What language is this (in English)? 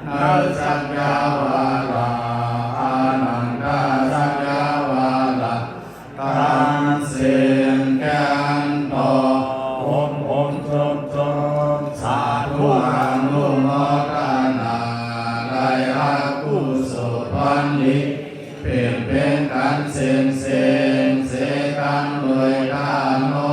Shan